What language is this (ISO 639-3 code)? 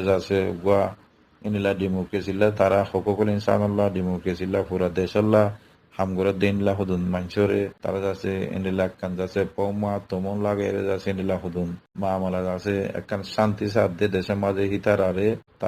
rhg